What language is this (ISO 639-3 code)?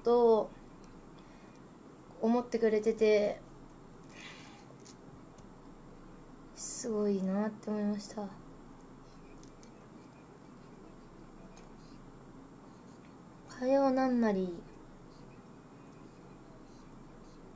jpn